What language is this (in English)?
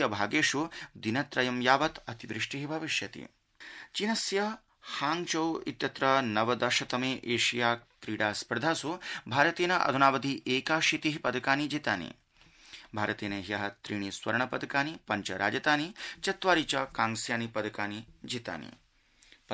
Sanskrit